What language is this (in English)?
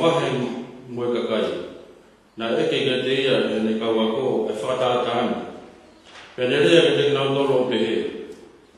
Tongan